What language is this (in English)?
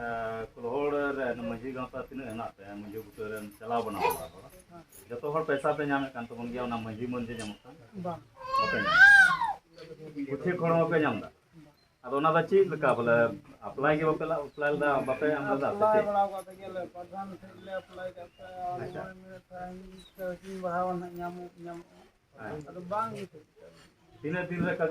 Santali